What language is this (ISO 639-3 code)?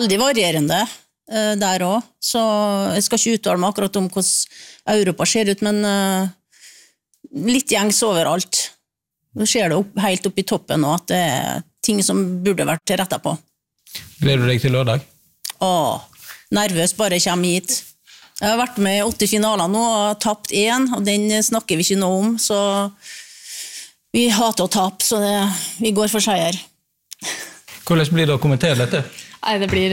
nor